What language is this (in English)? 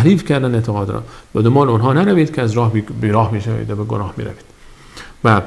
Persian